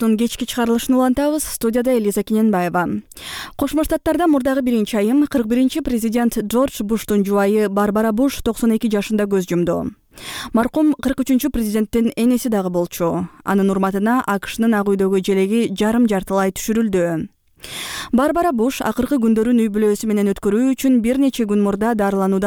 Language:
Kyrgyz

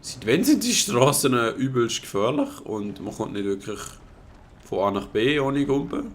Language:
Swiss German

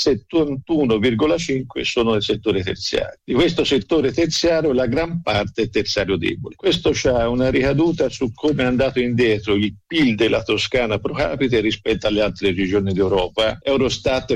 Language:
Italian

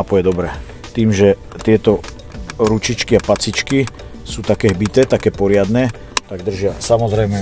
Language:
Slovak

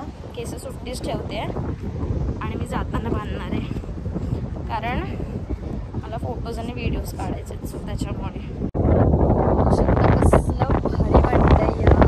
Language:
Marathi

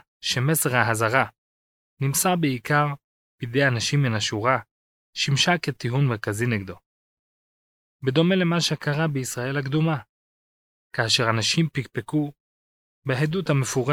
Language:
Hebrew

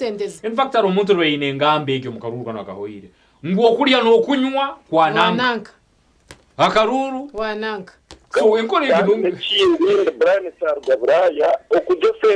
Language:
Nyankole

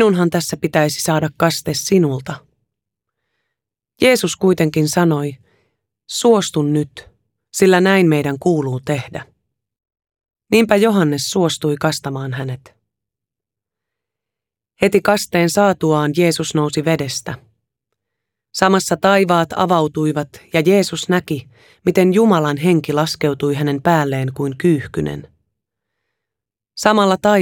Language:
Finnish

